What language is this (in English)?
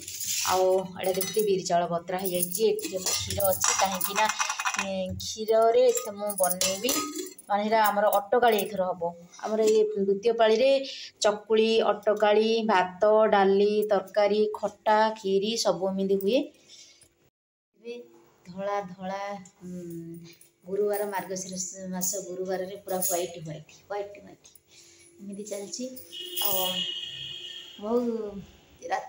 Odia